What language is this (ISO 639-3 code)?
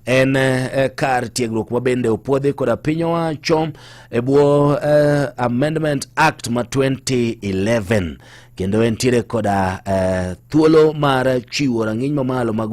luo